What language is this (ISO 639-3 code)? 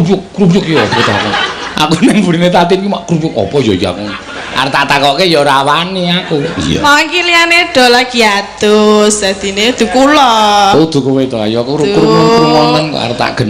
jav